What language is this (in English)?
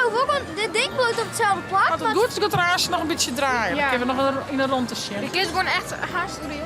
Western Frisian